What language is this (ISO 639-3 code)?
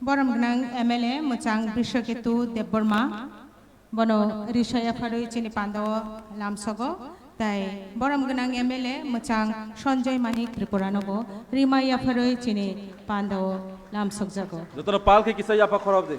trp